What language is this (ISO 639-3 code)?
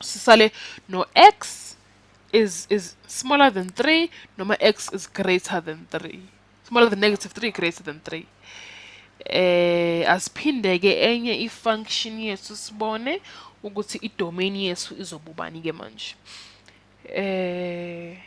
zul